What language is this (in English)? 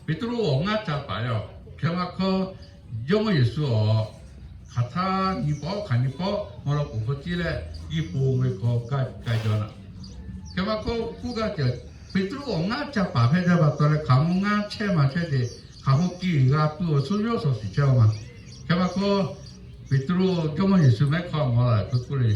Lahu